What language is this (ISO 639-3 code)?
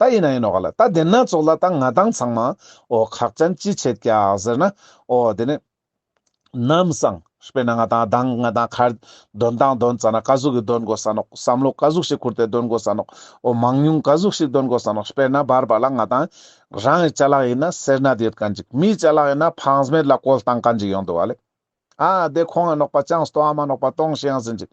lbj